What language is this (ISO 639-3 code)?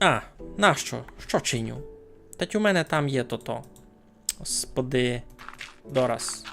rue